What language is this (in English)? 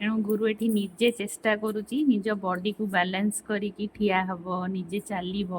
Odia